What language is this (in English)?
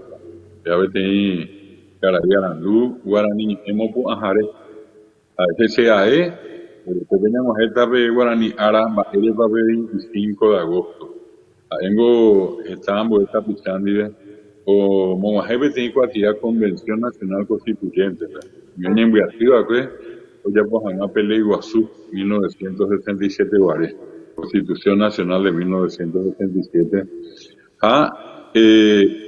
Guarani